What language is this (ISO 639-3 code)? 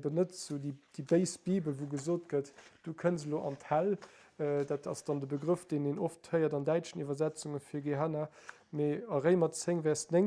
ltz